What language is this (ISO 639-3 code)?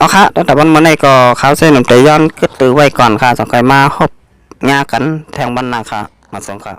shn